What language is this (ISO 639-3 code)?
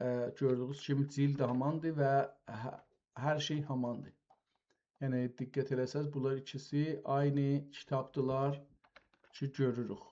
azb